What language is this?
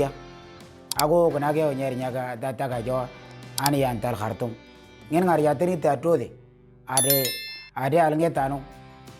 Moro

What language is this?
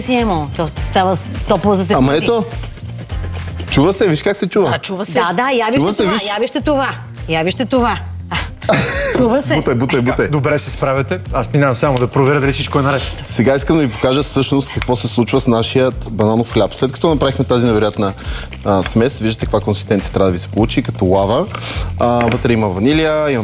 Bulgarian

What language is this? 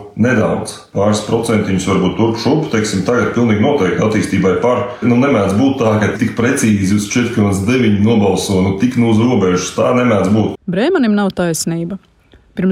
Latvian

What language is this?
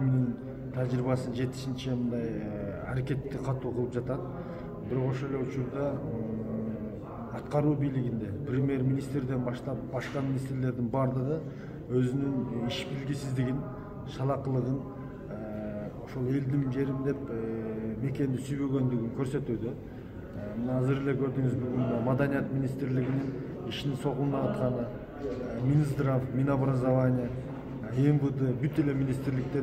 Kyrgyz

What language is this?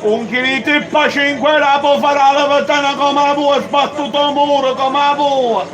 Sicilian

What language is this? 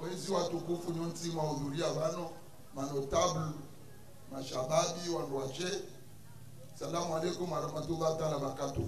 Ngazidja Comorian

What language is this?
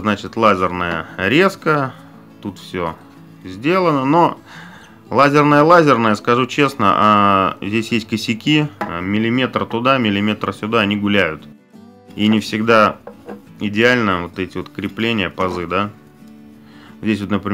Russian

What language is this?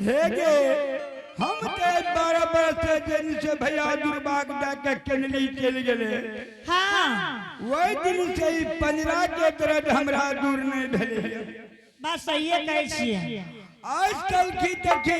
Angika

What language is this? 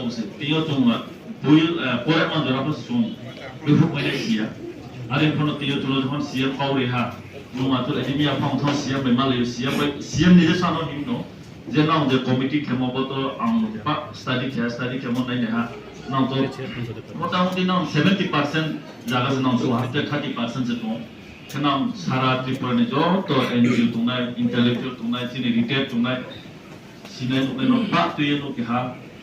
Riang (India)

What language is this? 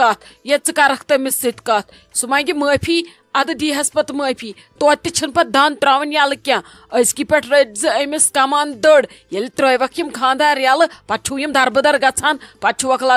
Kashmiri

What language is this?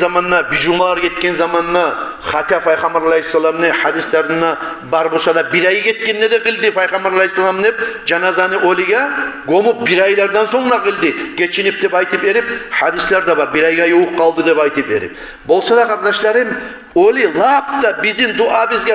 Kumyk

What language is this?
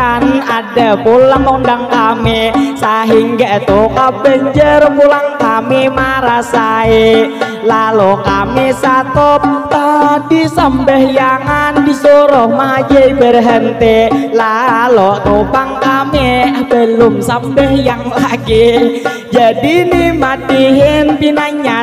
Banjar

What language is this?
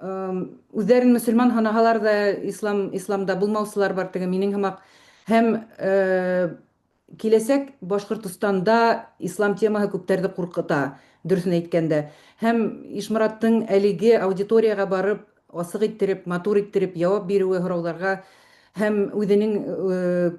Bashkir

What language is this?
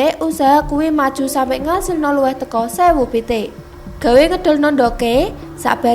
Javanese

